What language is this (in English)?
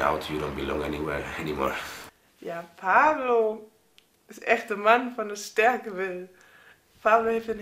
Dutch